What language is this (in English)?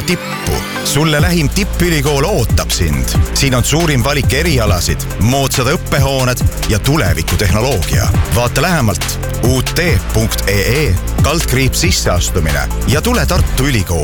Estonian